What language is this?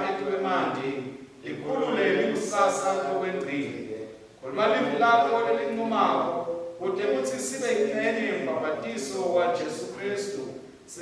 Swati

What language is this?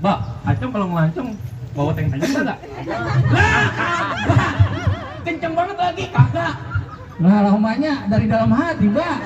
Betawi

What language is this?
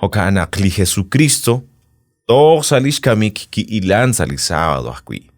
Kekchí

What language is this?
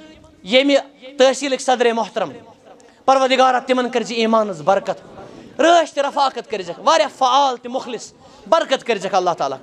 Kashmiri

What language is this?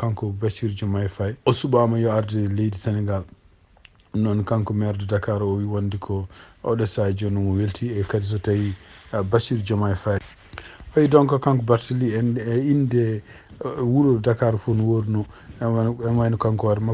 Fula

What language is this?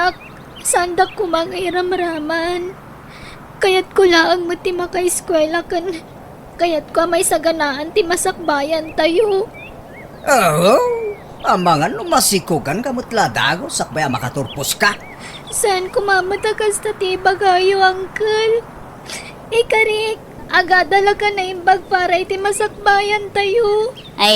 Iloko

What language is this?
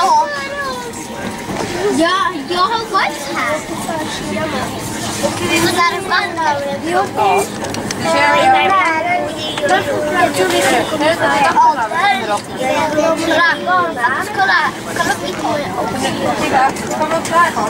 Swedish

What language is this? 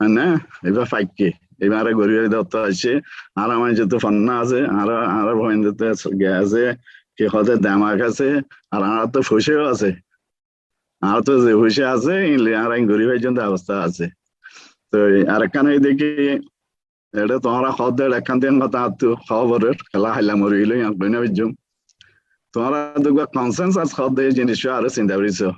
Rohingya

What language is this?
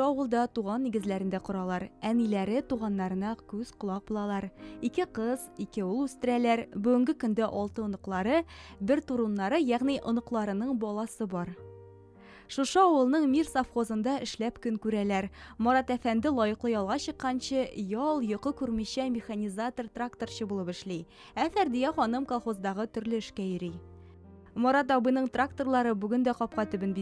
Tatar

